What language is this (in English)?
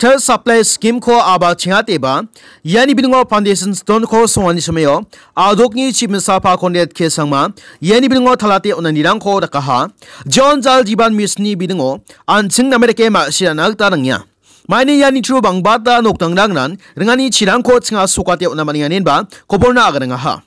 Garo